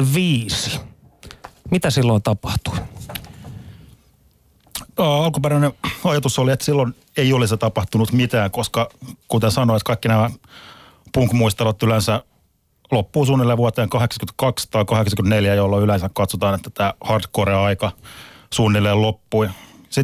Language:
Finnish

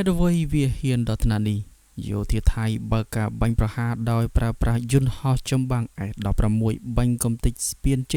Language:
Khmer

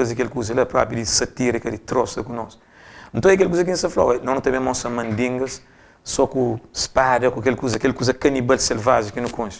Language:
Kabuverdianu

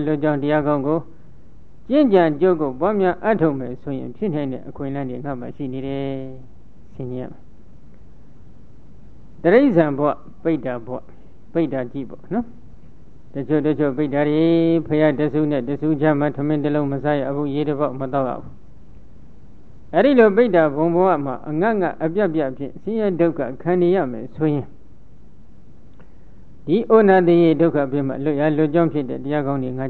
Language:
Burmese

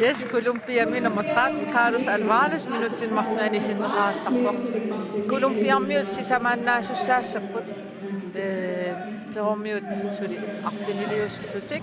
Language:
Kalaallisut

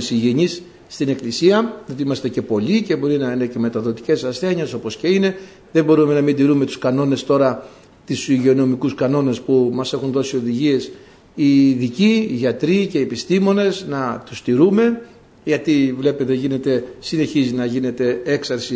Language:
Greek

